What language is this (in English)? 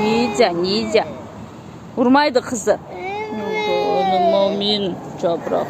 Kazakh